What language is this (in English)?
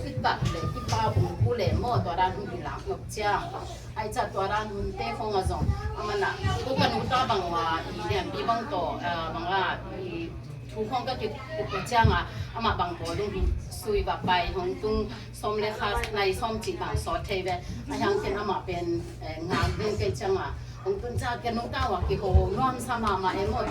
Tedim Chin